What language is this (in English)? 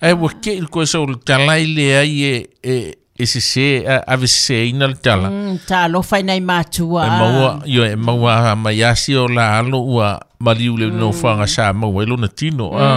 Samoan